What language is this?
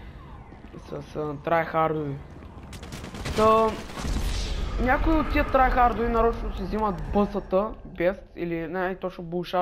Bulgarian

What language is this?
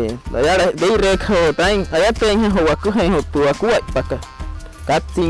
Wayuu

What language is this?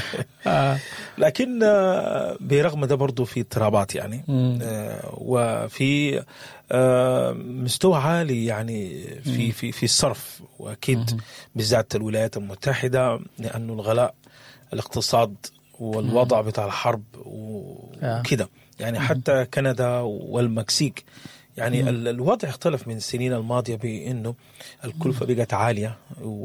Sudanese Arabic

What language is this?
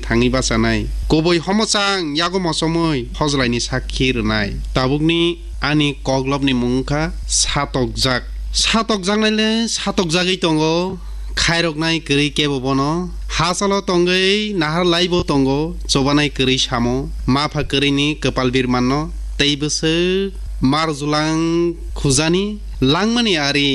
Kok Borok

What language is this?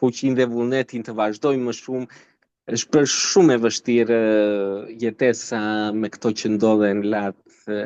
Albanian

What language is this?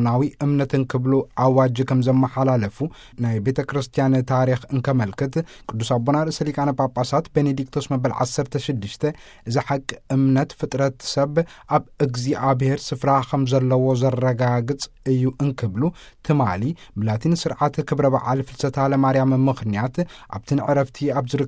Tigrinya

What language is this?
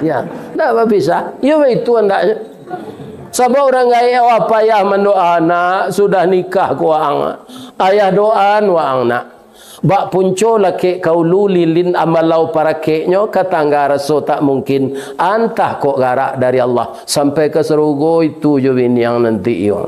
Minangkabau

